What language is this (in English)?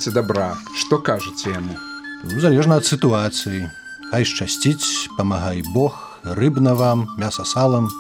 Belarusian